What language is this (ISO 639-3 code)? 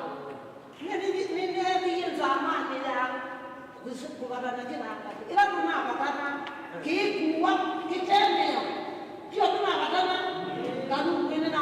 kam